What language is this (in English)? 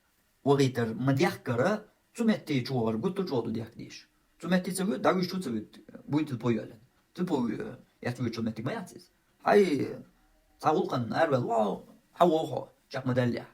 Chechen